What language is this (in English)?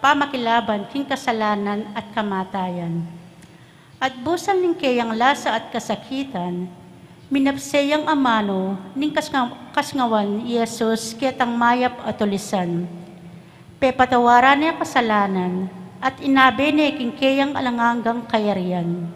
Pampanga